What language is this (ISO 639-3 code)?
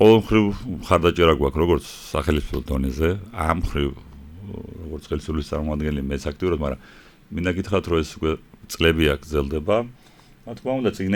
kat